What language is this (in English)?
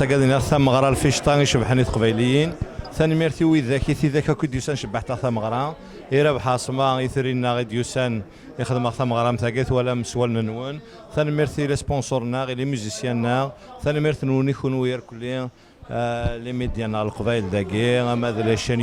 Kabyle